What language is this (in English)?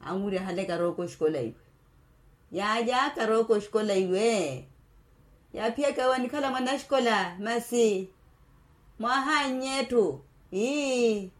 Makhuwa